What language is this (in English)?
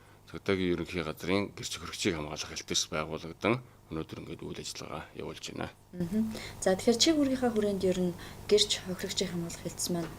Mongolian